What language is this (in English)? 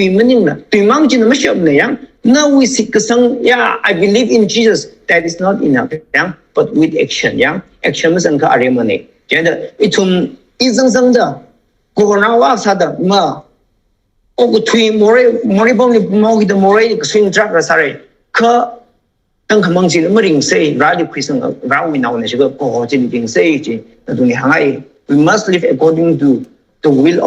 Tangkhul Naga (India)